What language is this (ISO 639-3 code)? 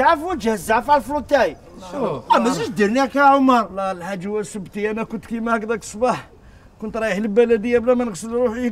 arq